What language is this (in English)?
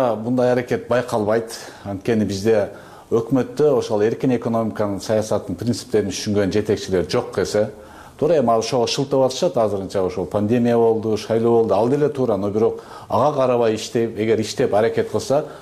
Kyrgyz